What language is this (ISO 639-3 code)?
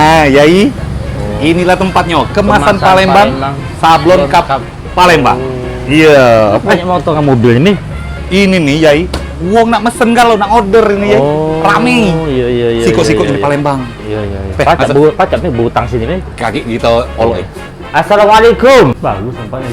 mui